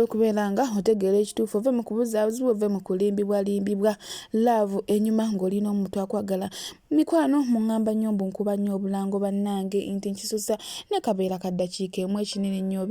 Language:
Ganda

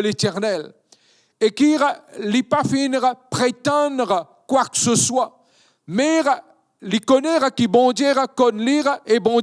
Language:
Morisyen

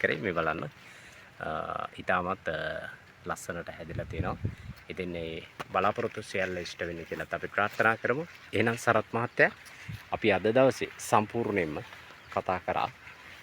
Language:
Sinhala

